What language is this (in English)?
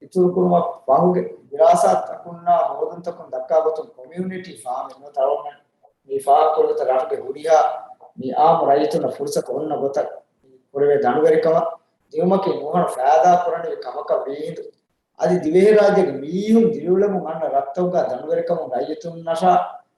Divehi